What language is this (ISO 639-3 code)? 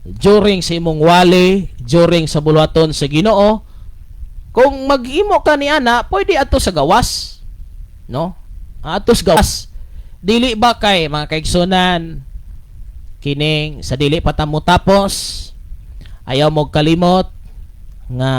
ceb